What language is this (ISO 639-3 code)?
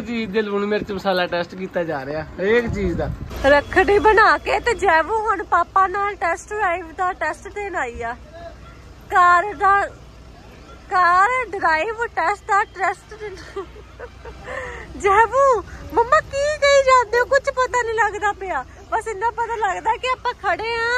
pan